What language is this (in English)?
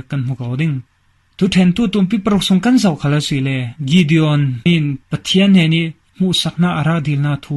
Falam Chin